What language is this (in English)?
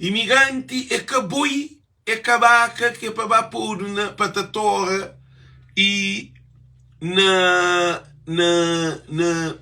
Kabuverdianu